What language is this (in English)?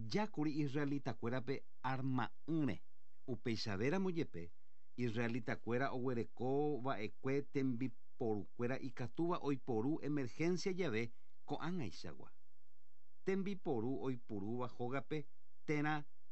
Guarani